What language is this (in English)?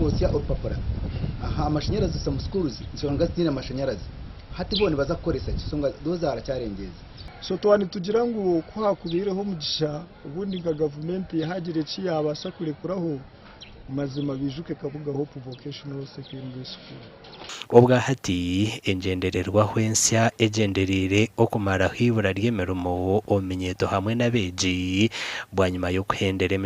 Nyankole